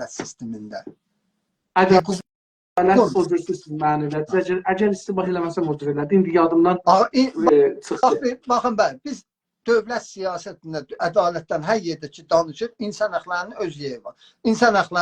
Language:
South Azerbaijani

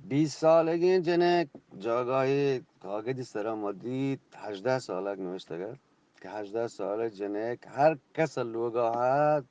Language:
Eastern Balochi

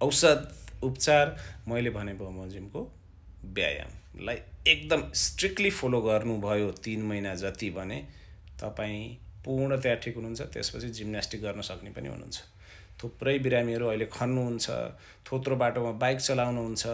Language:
Nepali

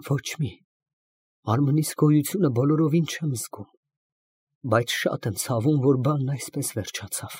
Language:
Armenian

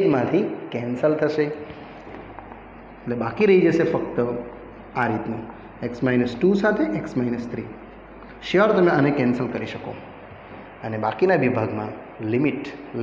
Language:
Gujarati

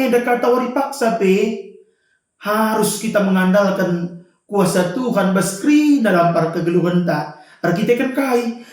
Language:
Batak Karo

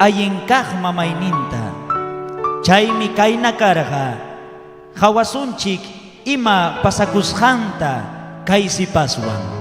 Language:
Ayacucho Quechua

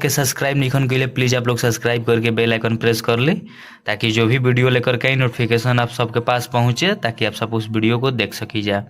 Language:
Bhojpuri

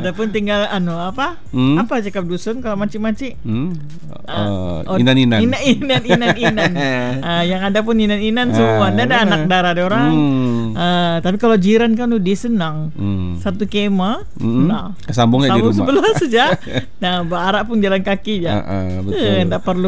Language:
Malay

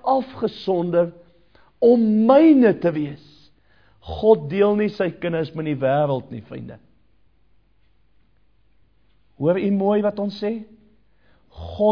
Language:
Afrikaans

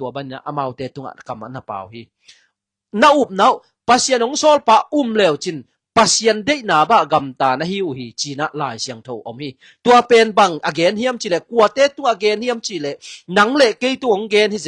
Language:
Tedim Chin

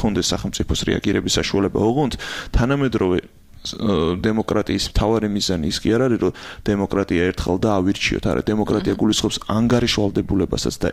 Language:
Georgian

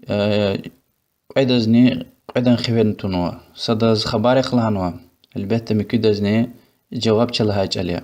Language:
Lezghian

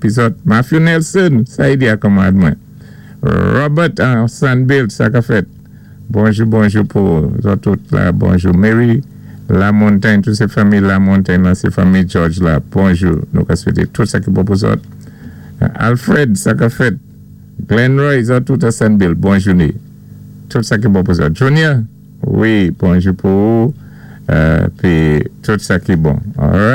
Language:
Saint Lucian Creole French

